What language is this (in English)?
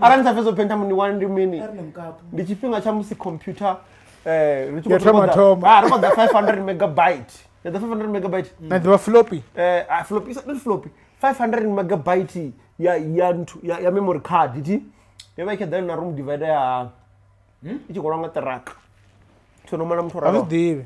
Venda